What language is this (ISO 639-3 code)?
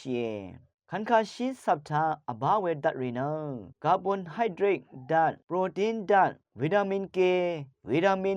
raw